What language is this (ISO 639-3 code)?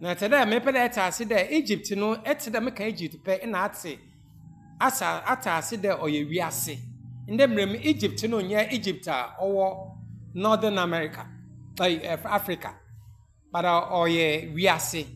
aka